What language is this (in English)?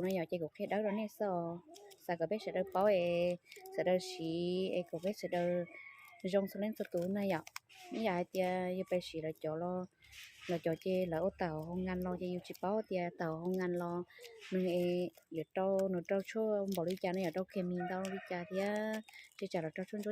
Hmong